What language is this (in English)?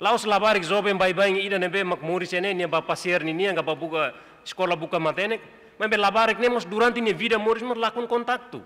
Tetum